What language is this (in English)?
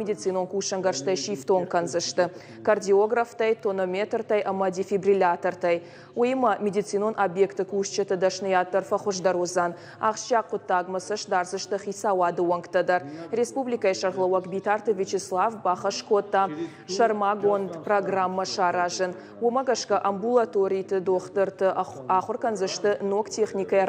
Ossetic